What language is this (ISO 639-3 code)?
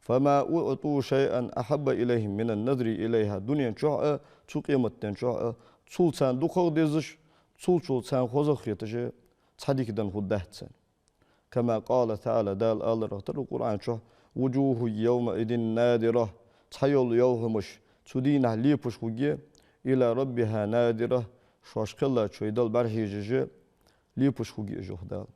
inh